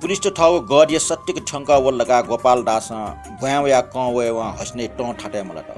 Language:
Newari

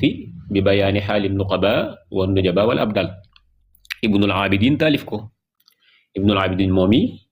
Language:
Wolof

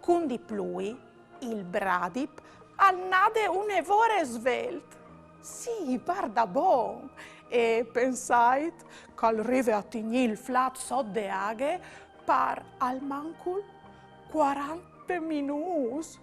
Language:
Friulian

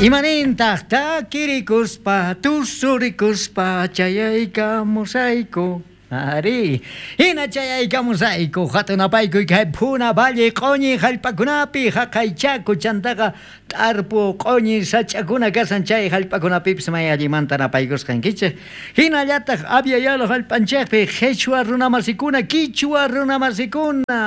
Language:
South Bolivian Quechua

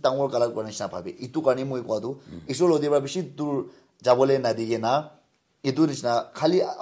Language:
Naga Pidgin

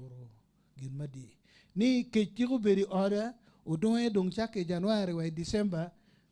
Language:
Acoli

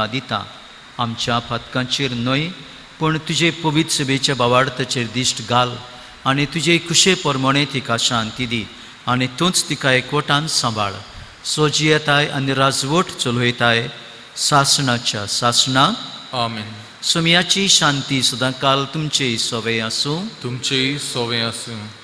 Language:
Konkani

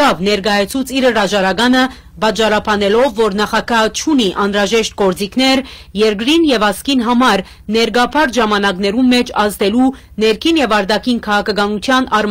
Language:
Western Armenian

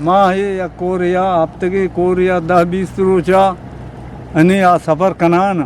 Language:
Eastern Balochi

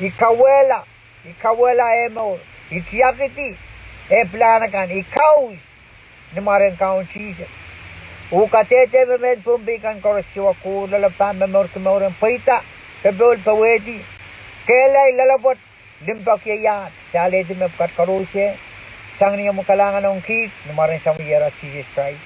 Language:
Pohnpeian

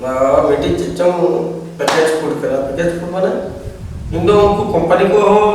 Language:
Santali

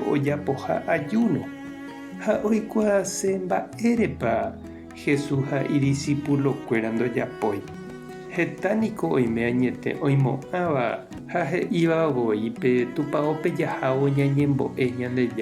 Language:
Guarani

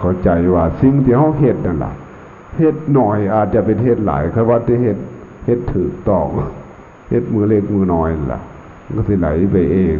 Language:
Lao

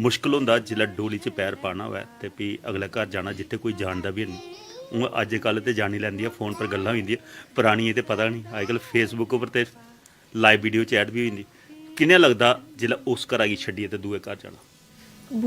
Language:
Dogri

